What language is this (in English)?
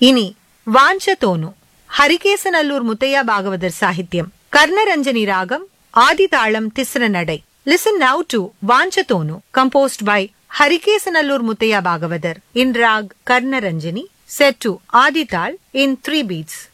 Tamil